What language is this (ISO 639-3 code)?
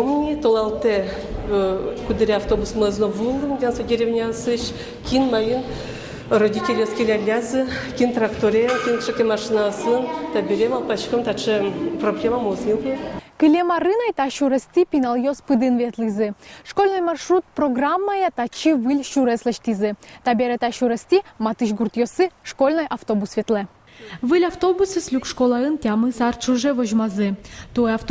udm